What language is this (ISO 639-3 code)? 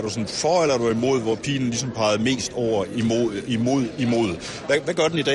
dan